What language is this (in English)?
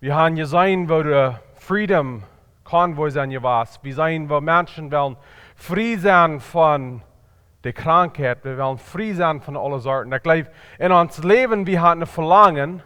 Plautdietsch